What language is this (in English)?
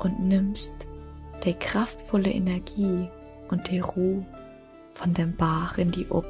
Low German